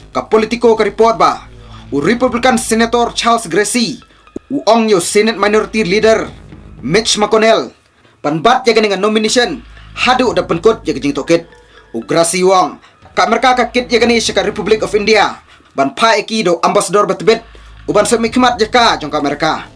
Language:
Khasi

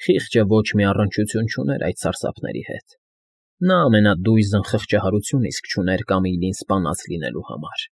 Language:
Armenian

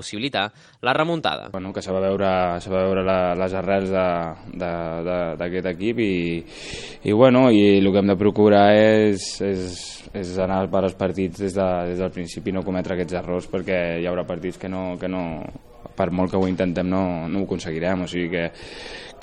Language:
Catalan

